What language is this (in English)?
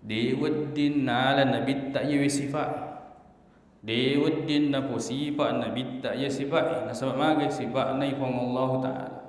Buginese